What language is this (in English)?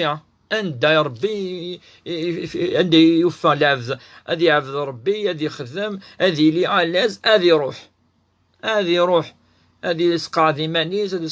Kabyle